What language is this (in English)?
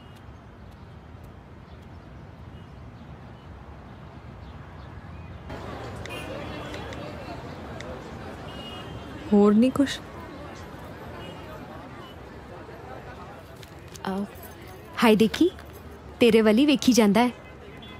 Punjabi